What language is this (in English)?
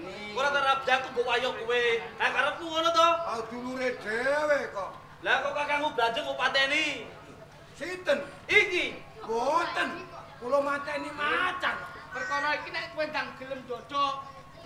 Javanese